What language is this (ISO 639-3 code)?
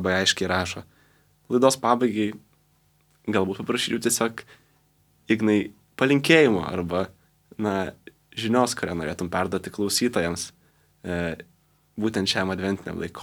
lit